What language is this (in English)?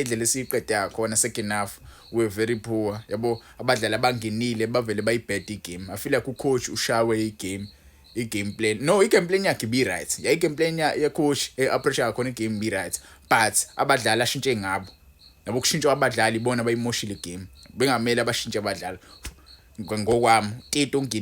Zulu